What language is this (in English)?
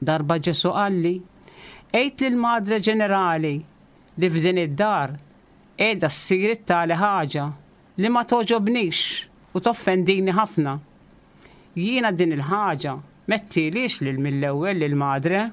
Maltese